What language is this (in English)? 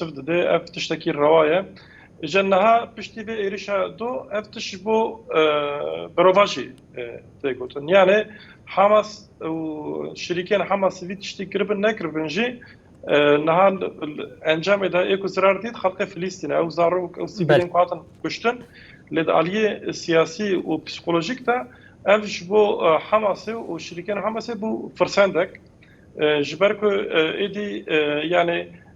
Kurdish